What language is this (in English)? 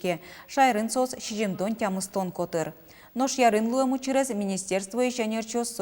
Udmurt